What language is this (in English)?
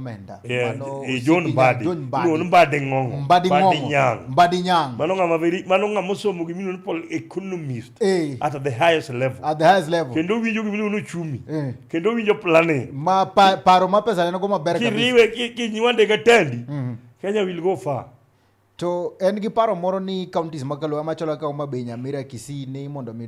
Luo (Kenya and Tanzania)